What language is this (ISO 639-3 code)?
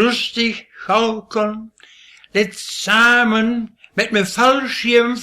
wep